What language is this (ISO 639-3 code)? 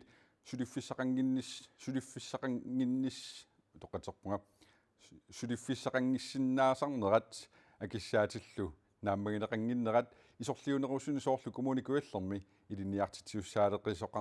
kal